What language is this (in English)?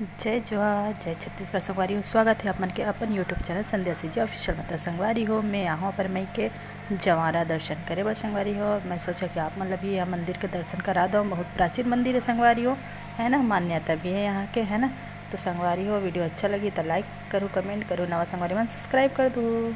Chhattisgarhi